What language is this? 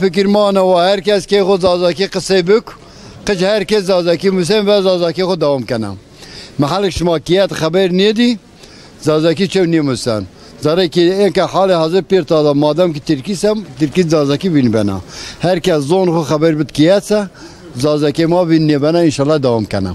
Zaza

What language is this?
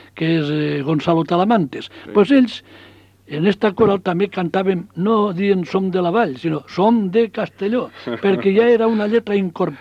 Catalan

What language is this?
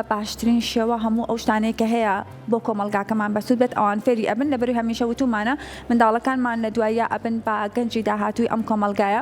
Central Kurdish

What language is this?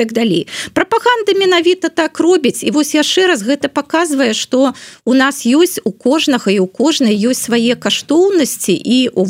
Belarusian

